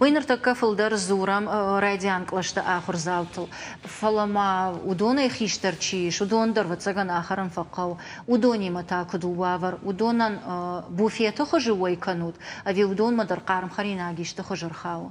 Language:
Ossetic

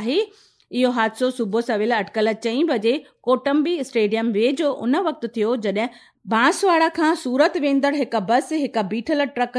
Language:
Sindhi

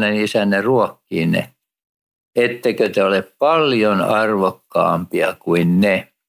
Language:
Finnish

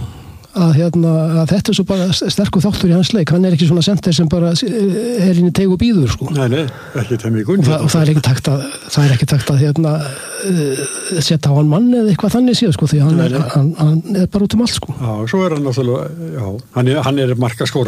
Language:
Icelandic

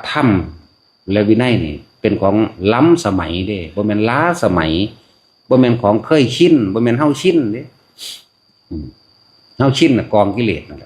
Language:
Lao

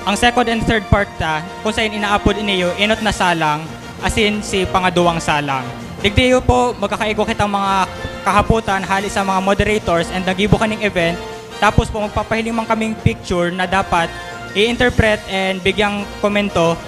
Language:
Bikol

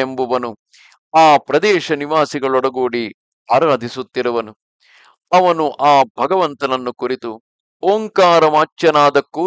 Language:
Kannada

